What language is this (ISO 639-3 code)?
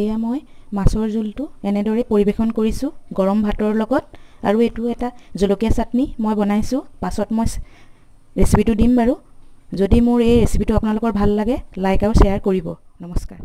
asm